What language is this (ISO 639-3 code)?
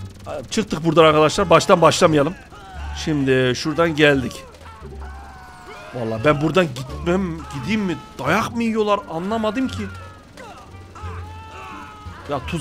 tur